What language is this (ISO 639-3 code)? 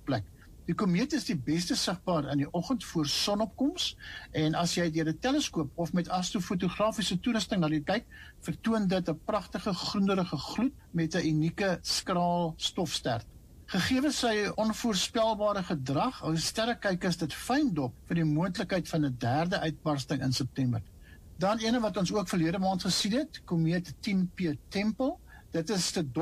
afr